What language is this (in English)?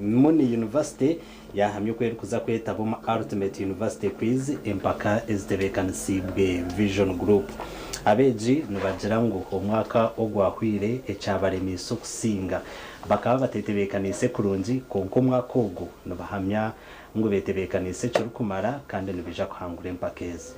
Nyankole